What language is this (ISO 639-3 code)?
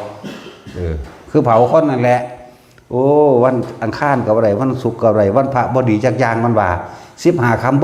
tts